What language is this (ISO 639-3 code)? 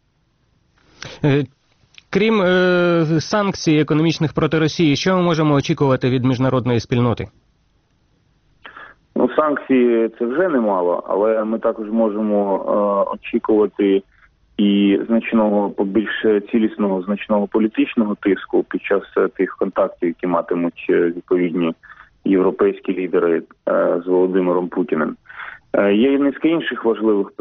ukr